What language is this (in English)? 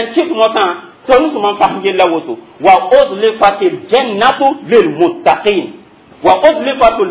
Mossi